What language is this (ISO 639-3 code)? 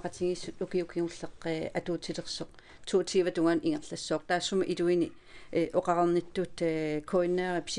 kal